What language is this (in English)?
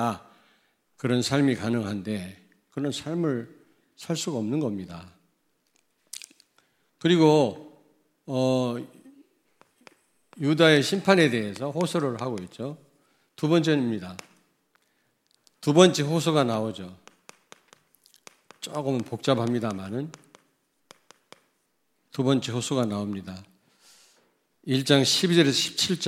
Korean